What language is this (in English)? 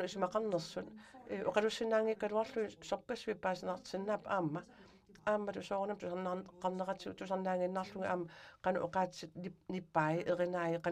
Kalaallisut